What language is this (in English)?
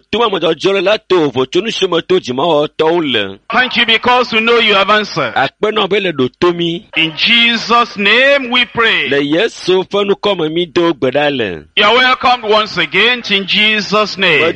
Ewe